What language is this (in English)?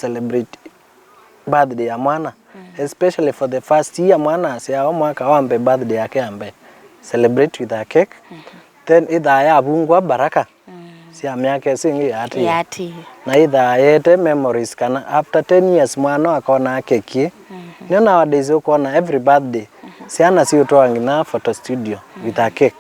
Kamba